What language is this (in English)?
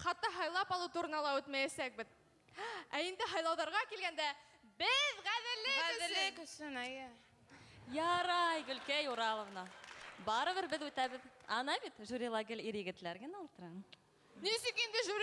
Bashkir